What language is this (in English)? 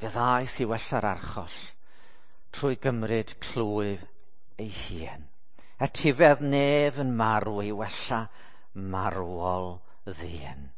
Welsh